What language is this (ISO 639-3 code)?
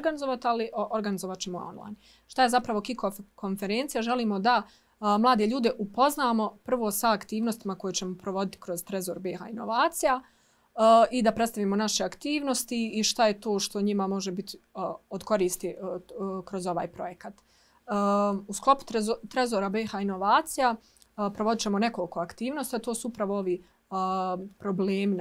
bos